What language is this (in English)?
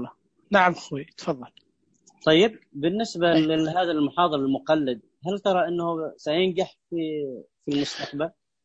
Najdi Arabic